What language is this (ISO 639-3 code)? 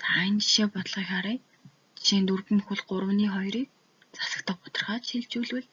mon